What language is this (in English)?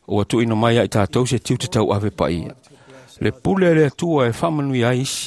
Samoan